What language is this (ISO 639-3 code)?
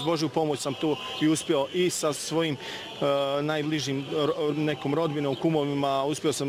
bos